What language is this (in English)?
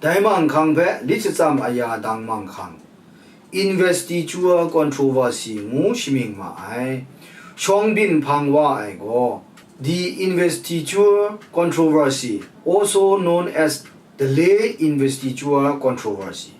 Kachin